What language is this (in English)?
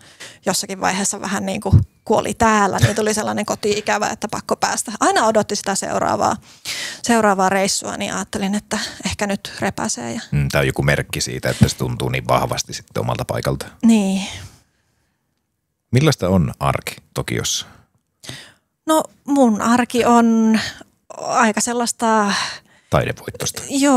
Finnish